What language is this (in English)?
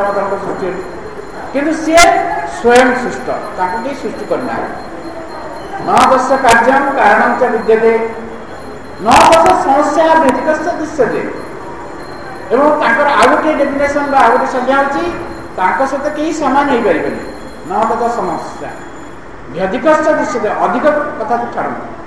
Odia